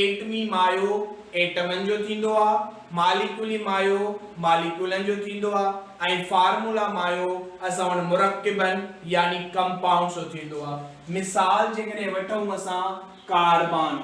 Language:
Sindhi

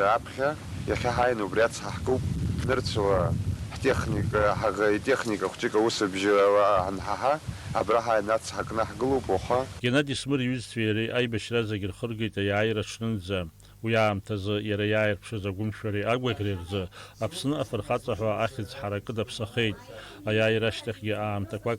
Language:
Abkhazian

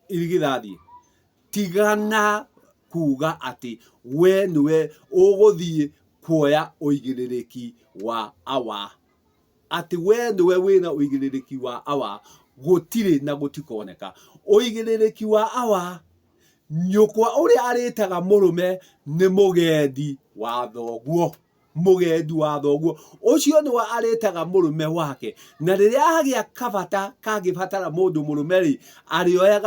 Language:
Kikuyu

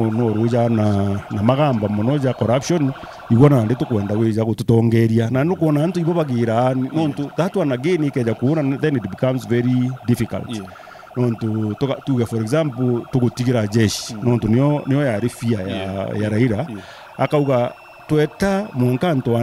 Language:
Meru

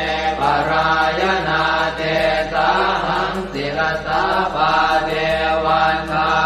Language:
Pali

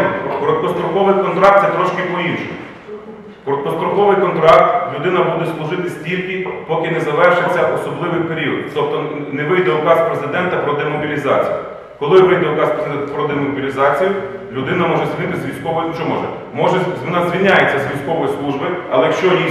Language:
Ukrainian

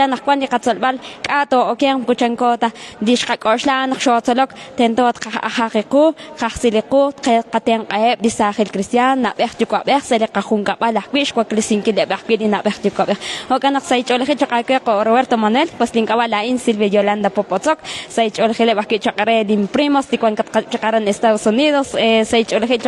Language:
Kekchí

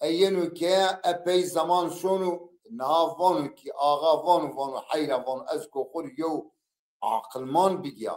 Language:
Zaza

